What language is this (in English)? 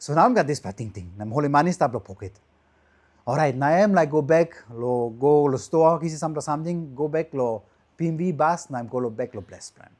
Tok Pisin